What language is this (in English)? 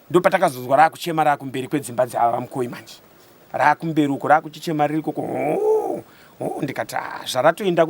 Shona